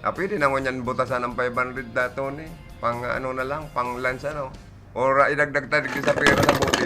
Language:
Bikol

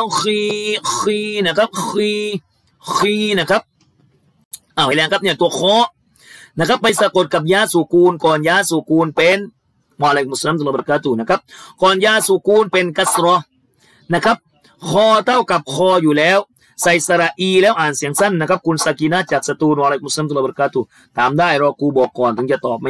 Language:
Thai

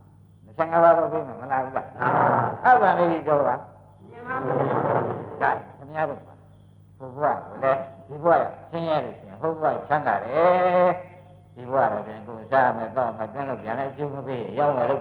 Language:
Burmese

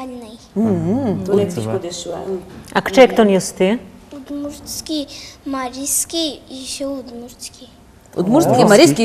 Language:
Udmurt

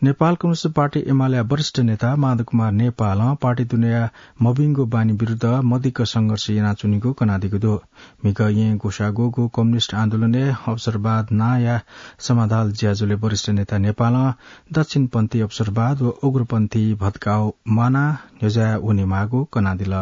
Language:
Newari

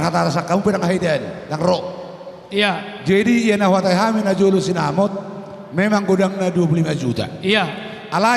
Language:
Batak Toba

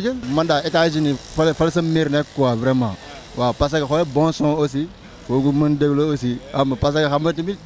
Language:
Wolof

